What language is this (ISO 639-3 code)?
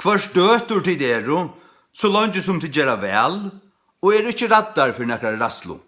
fao